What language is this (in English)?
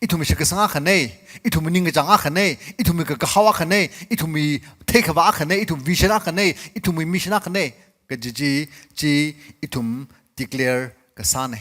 Tangkhul Naga (India)